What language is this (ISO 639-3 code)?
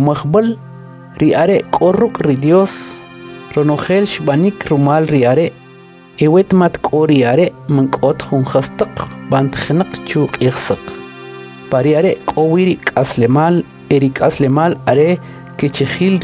quc